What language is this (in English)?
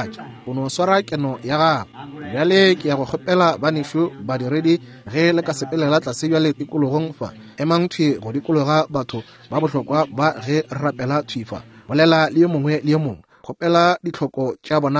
Northern Sotho